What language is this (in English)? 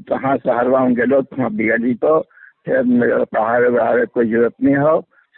Magahi